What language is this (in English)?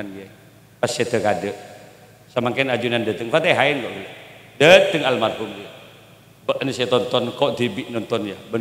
Madurese